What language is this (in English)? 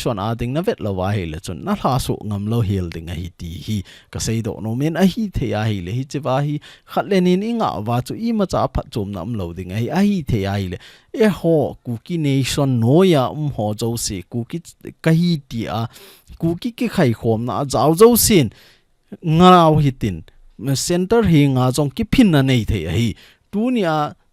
Thado Chin